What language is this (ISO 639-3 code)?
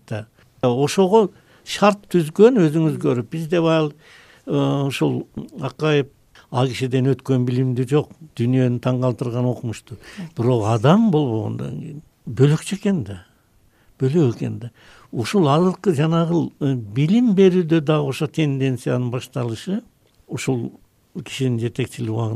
kir